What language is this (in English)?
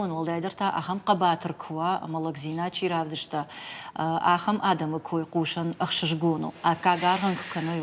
Ossetic